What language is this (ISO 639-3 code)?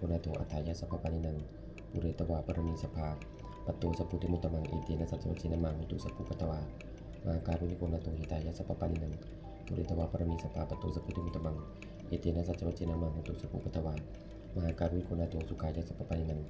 pli